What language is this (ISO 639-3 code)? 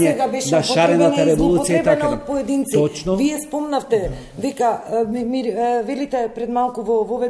mkd